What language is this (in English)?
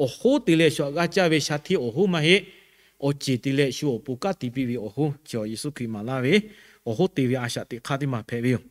Lahu